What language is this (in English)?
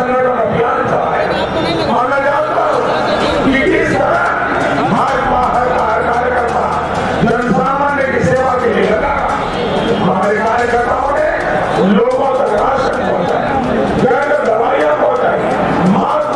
Hindi